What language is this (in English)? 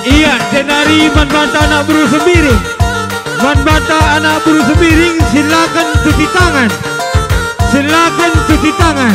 Batak Karo